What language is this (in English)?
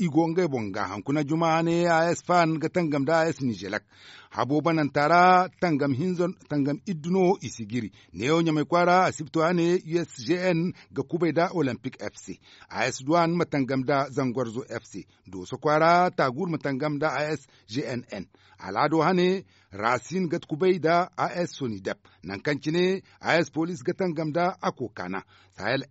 Zarma